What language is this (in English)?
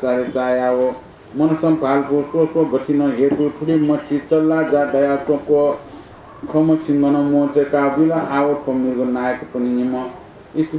Newari